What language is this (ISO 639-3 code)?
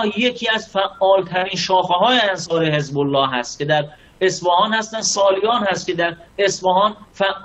fas